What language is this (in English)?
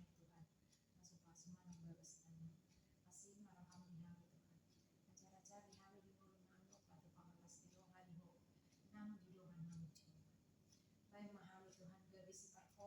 Batak Toba